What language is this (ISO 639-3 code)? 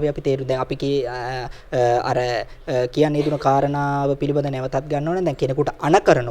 sin